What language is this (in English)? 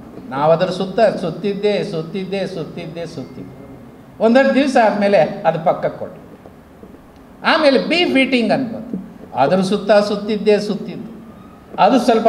Kannada